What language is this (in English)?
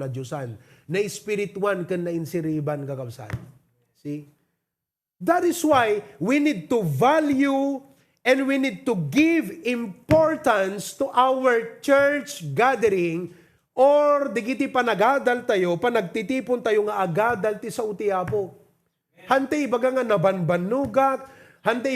Iloko